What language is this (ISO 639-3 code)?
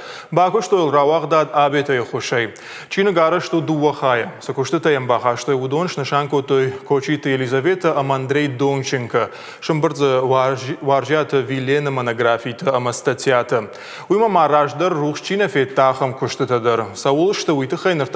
oss